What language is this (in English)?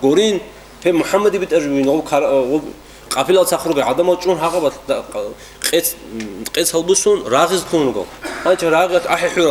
Avaric